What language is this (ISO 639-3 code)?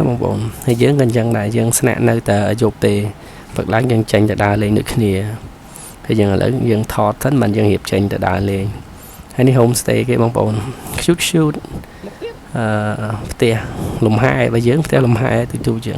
khm